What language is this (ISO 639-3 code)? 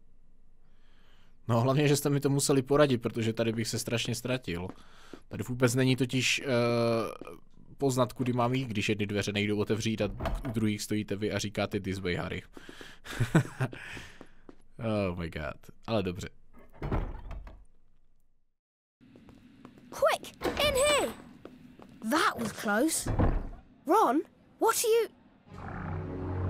ces